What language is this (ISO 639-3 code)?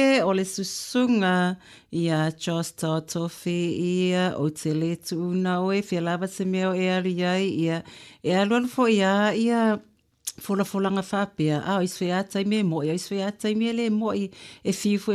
smo